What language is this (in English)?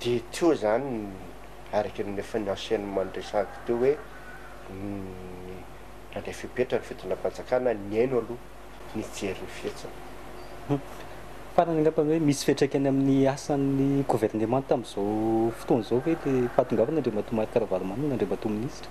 Malagasy